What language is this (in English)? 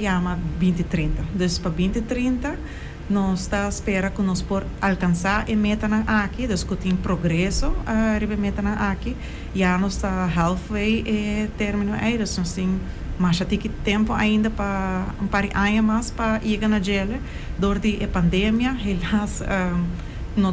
Papiamento